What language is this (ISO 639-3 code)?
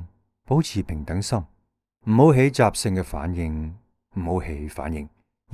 yue